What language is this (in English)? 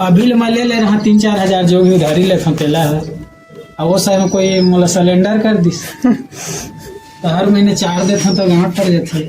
Chhattisgarhi